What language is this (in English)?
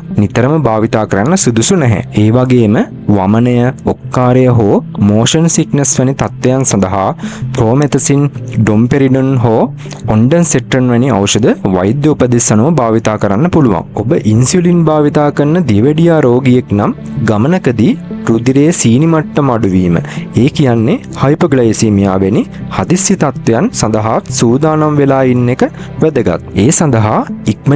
Sinhala